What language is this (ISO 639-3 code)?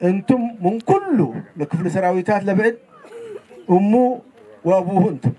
tig